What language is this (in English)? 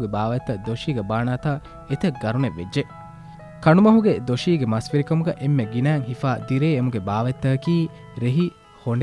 Divehi